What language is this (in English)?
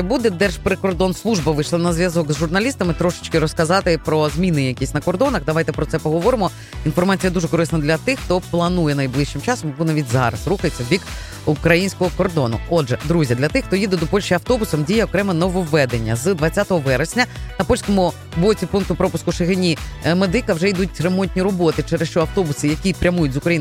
Ukrainian